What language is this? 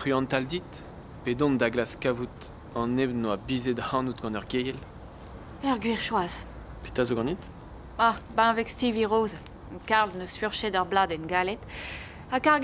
Breton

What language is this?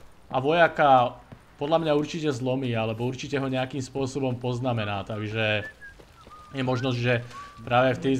Slovak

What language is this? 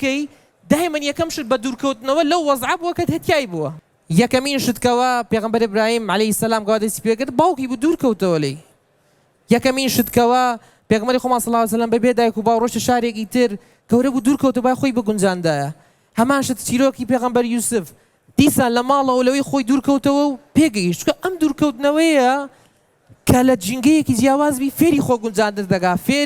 Central Kurdish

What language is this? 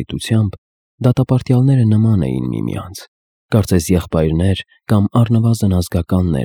Armenian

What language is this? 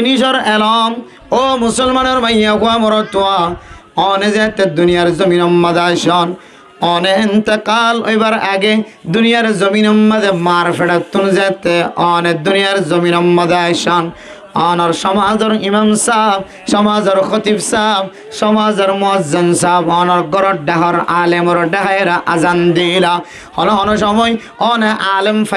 Rohingya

